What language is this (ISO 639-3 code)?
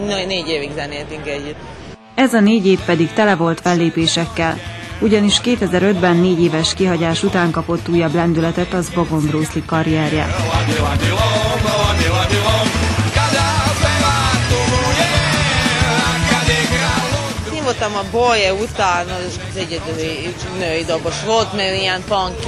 hun